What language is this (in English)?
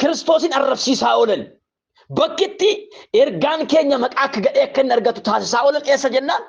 Oromo